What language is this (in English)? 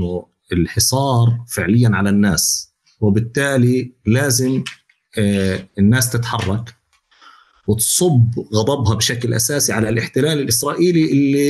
North Levantine Arabic